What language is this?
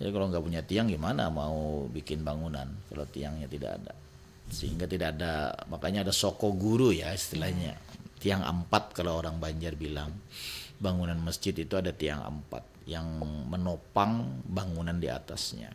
Banjar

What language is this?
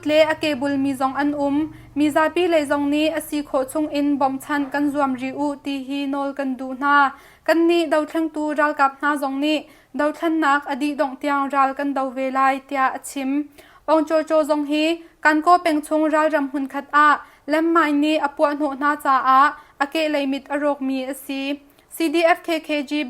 Hakha Chin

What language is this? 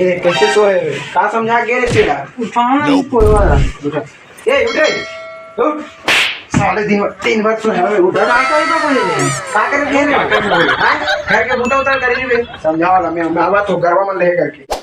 Chhattisgarhi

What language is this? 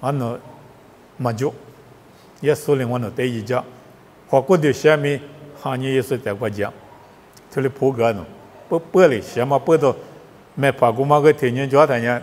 Lisu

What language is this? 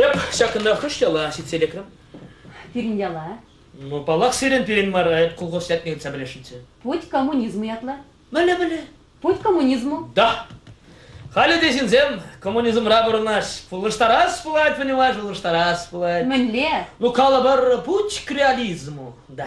Chuvash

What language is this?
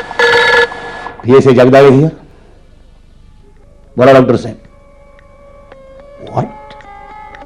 Marathi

